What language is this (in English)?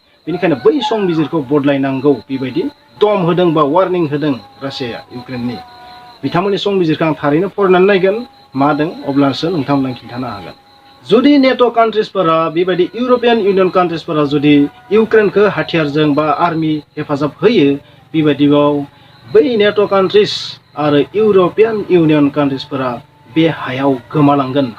Bodo